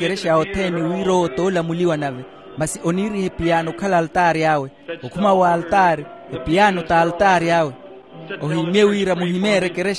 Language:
Makhuwa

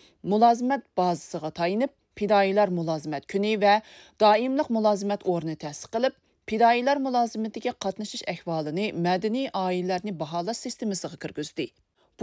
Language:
Uyghur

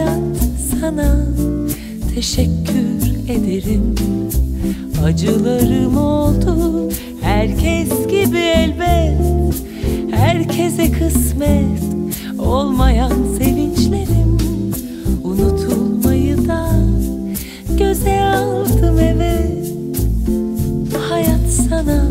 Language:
Turkish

